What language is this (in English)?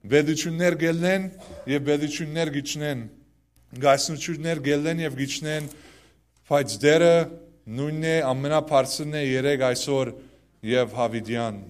Western Armenian